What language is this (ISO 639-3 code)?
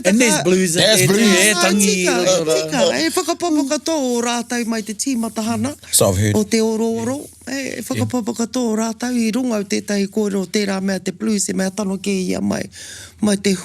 mri